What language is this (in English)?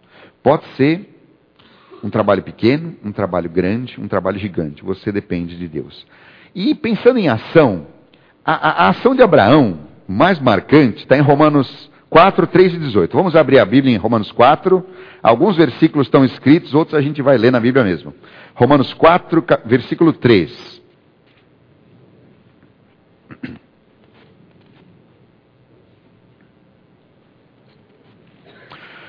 Portuguese